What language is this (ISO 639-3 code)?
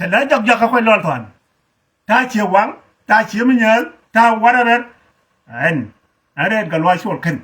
nus